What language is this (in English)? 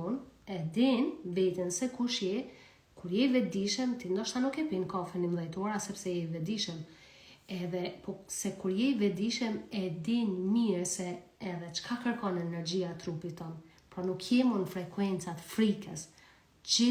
Albanian